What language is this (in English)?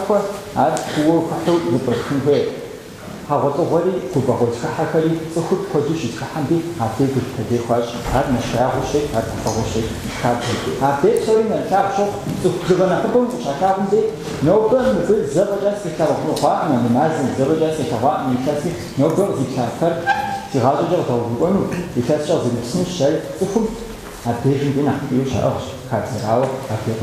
Kabardian